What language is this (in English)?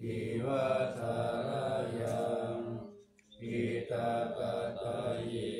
Pali